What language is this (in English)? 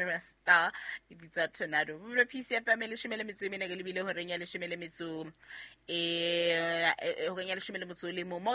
Southern Sotho